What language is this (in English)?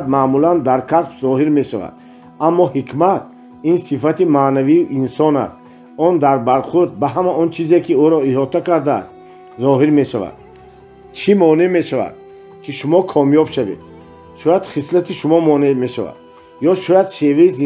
Tajik